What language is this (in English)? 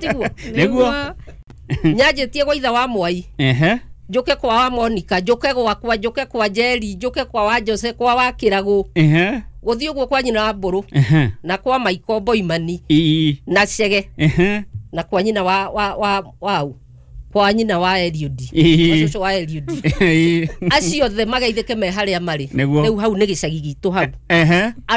Kikuyu